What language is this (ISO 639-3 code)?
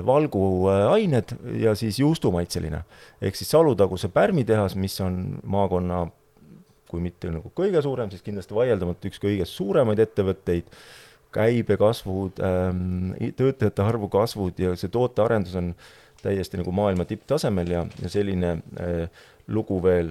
est